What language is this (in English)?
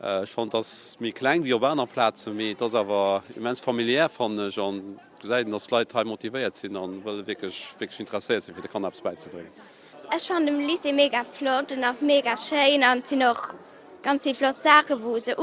Luxembourgish